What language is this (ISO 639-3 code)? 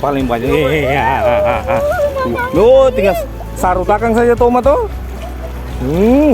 abs